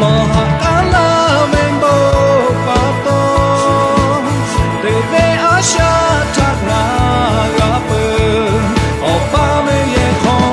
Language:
Lahu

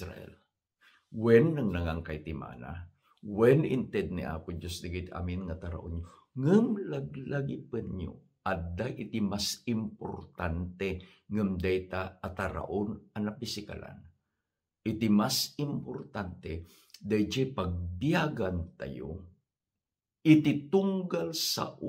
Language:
Iloko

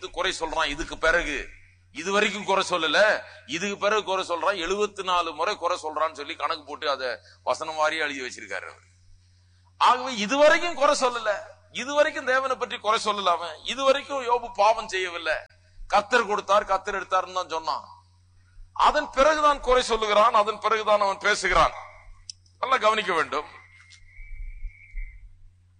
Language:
Tamil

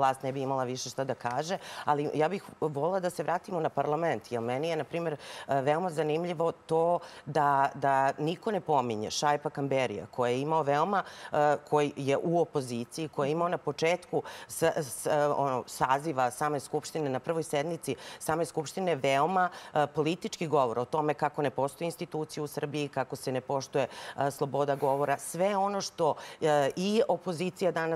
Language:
Serbian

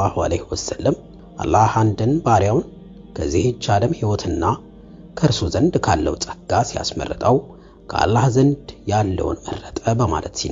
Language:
Amharic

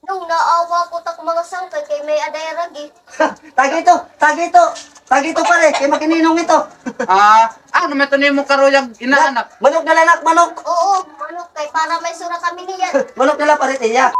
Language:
Waray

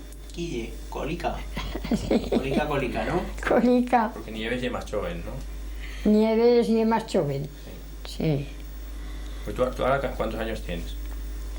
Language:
Aragonese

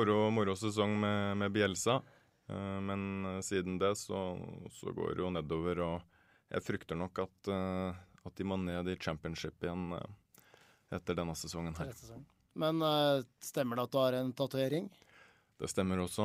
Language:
Norwegian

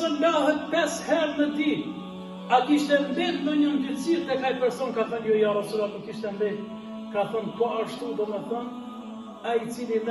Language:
Albanian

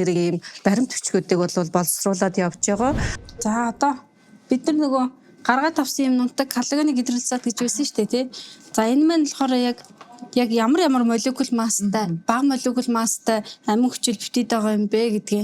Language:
Mongolian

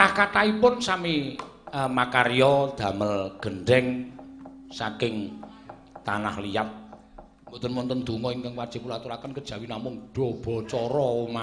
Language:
Javanese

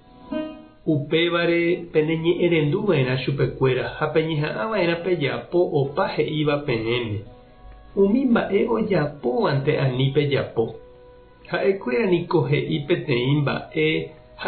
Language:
Guarani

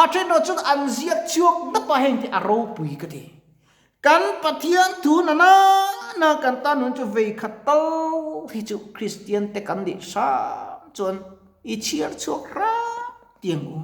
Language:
Mizo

